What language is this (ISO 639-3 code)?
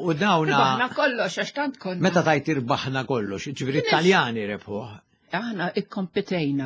mlt